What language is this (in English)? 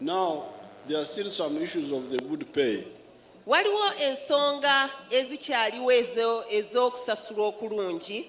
Nyankole